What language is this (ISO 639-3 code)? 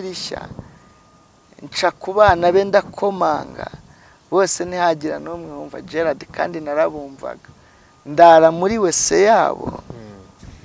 kin